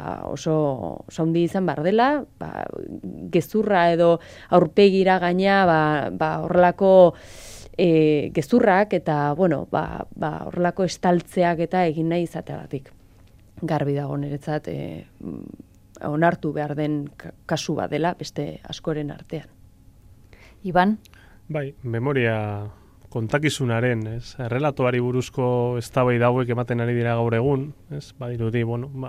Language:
Basque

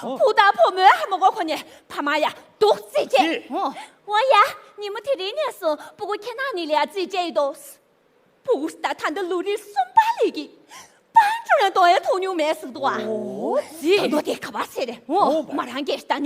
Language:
Tibetan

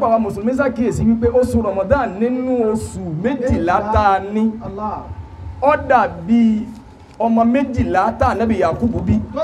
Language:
Yoruba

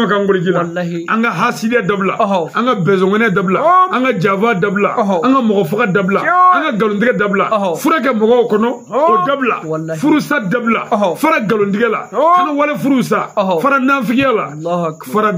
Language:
Bambara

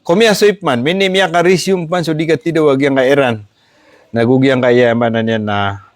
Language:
Maranao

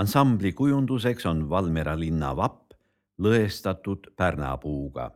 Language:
Estonian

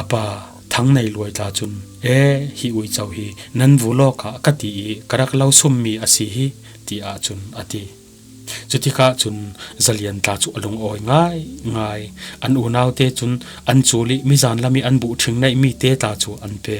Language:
Falam Chin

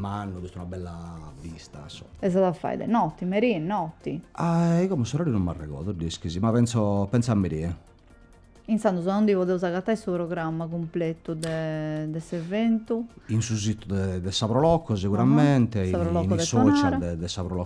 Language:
Sardinian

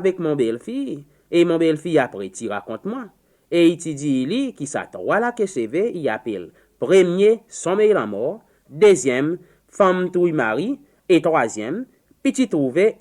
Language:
Seselwa Creole French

